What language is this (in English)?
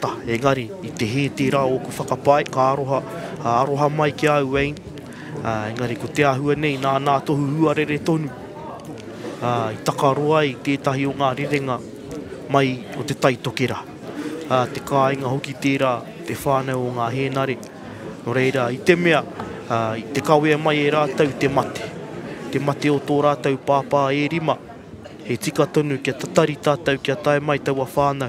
Māori